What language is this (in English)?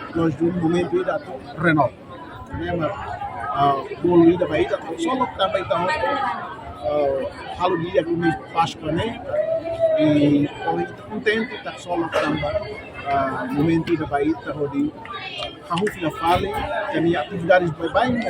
Tetum